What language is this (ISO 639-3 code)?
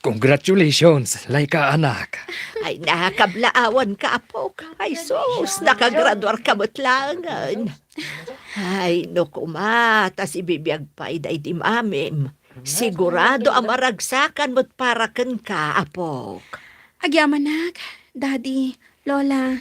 ilo